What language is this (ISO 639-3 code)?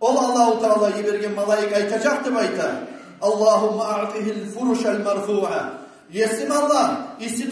kum